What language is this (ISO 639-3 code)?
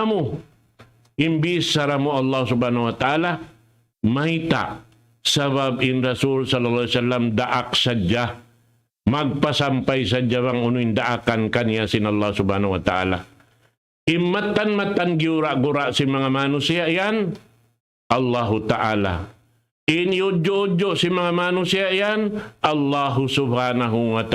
tsg